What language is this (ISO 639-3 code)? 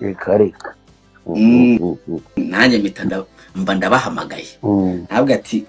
kin